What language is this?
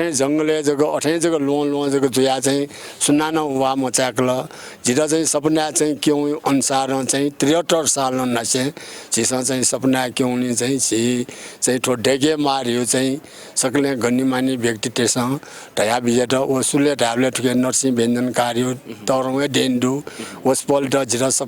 Newari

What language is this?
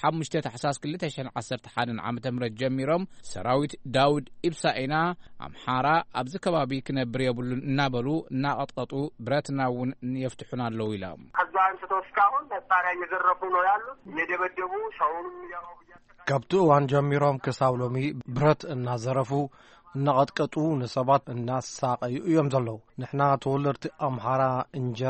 Tigrinya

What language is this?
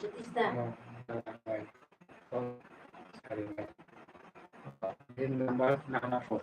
Kok Borok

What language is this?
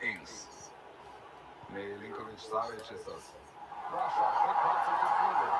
Swiss German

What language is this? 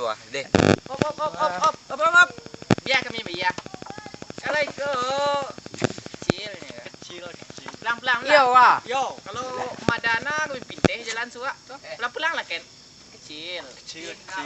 Minangkabau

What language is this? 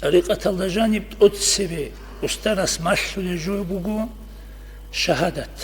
Avaric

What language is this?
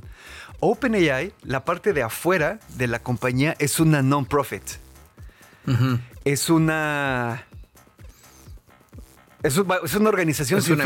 Spanish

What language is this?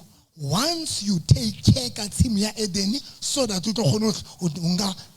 Southern Sotho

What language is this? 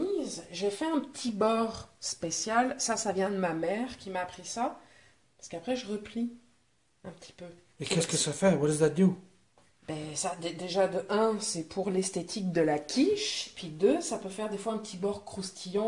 French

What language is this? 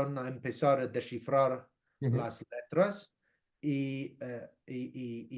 Ladino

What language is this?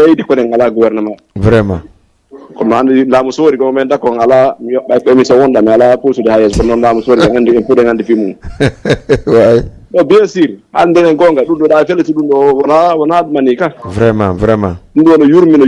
Fula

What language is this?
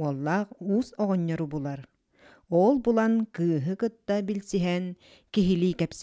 Yakut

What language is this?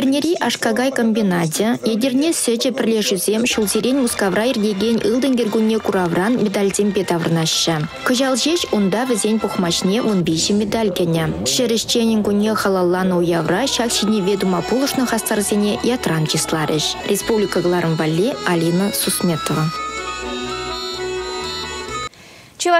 Chuvash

